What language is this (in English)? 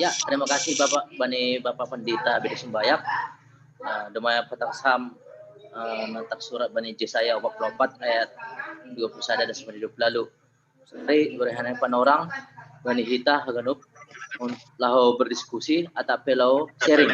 Batak Simalungun